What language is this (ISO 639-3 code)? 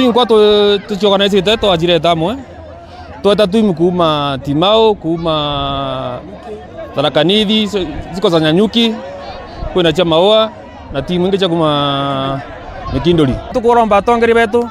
mer